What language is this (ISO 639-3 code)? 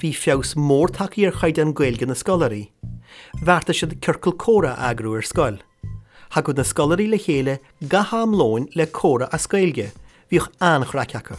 gle